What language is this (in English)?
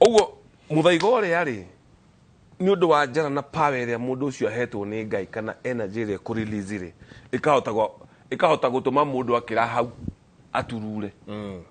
Kikuyu